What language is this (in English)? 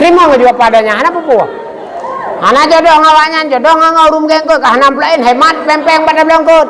Achinese